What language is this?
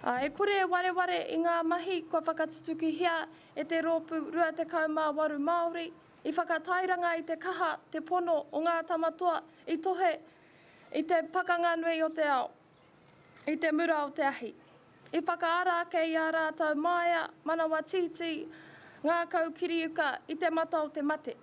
Māori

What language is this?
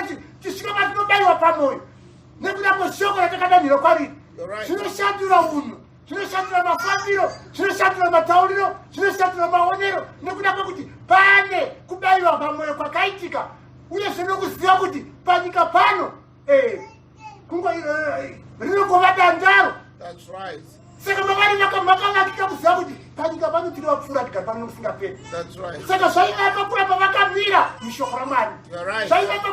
Shona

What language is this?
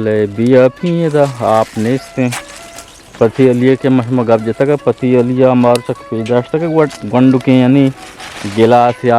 Baluchi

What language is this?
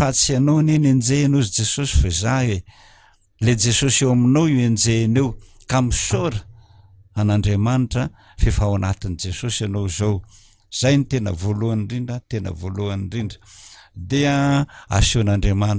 Malagasy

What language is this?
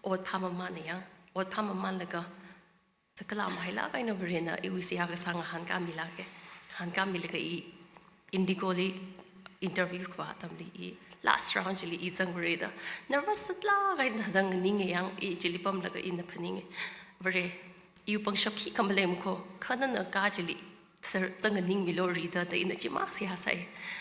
Tangkhul Naga (India)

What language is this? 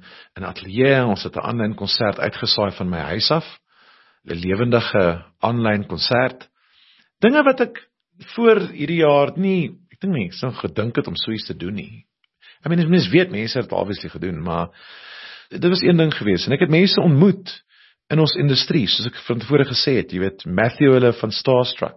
Afrikaans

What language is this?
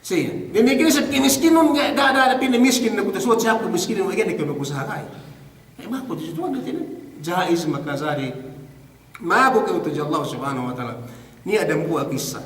Yakan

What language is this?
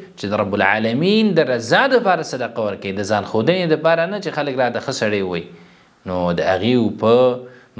Pashto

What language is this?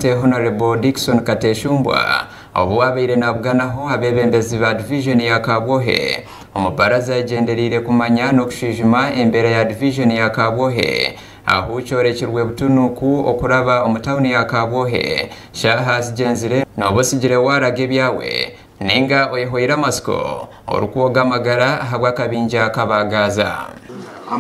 Nyankole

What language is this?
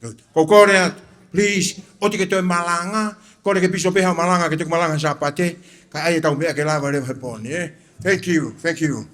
Tongan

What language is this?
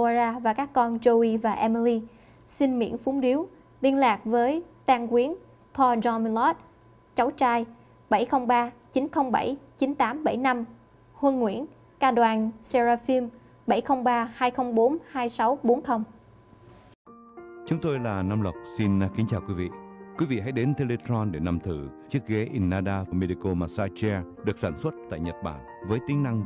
Vietnamese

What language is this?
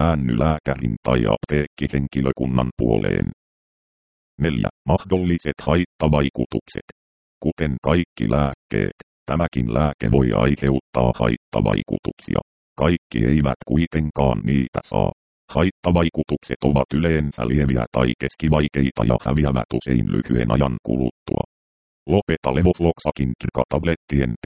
Finnish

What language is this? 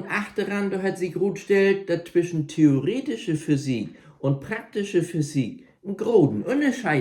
Low German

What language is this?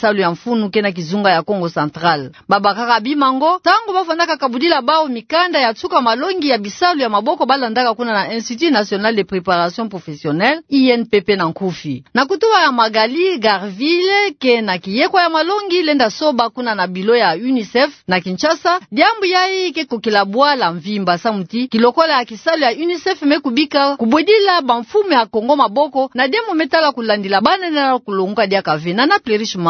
Kituba (Democratic Republic of Congo)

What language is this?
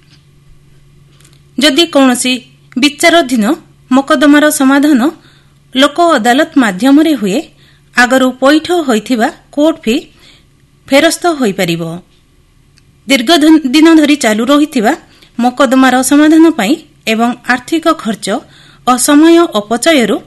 Odia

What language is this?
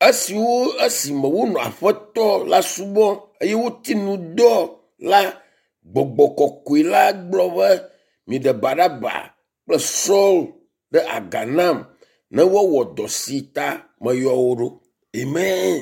Ewe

